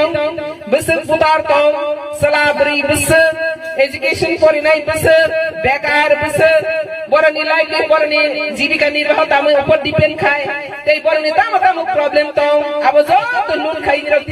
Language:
Kok Borok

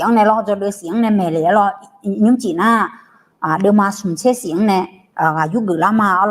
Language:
Akha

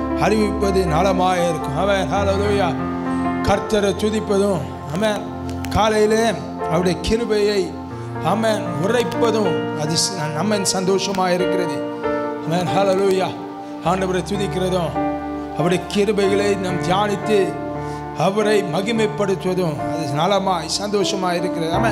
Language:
Tamil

